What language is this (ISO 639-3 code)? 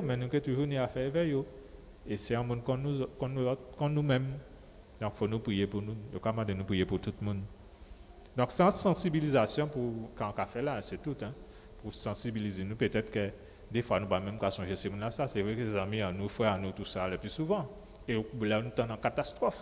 gcf